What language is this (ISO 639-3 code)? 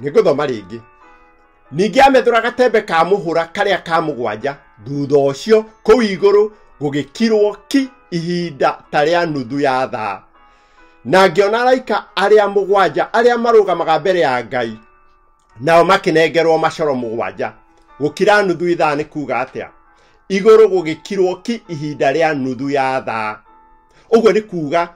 kik